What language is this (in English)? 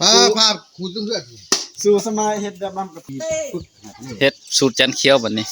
Northeastern Thai